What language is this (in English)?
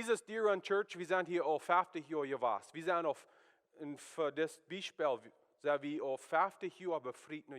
Plautdietsch